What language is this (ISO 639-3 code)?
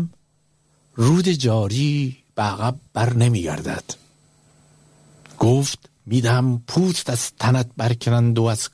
fas